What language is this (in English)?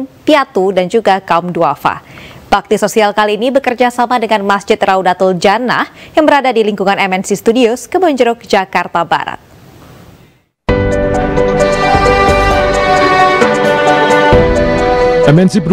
Indonesian